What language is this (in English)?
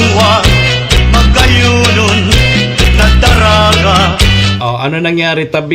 Bikol